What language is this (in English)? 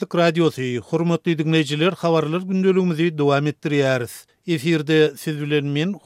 Turkmen